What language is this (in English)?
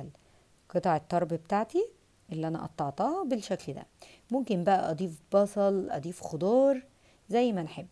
Egyptian Arabic